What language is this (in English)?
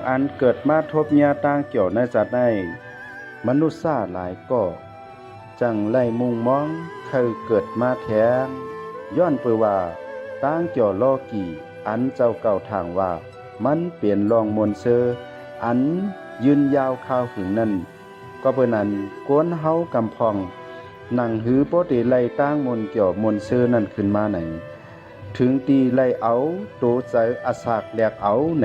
Shan